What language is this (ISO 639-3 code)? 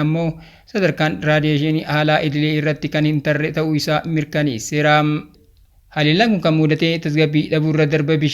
orm